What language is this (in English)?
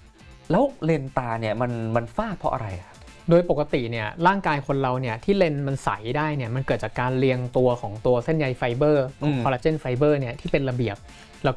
Thai